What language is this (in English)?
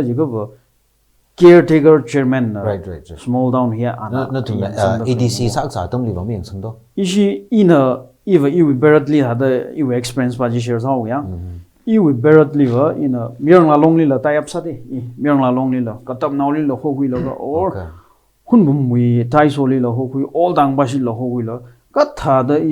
Tangkhul Naga (India)